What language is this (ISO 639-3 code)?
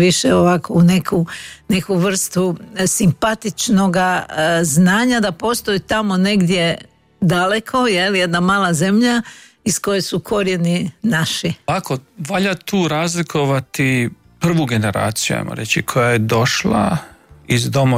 hrv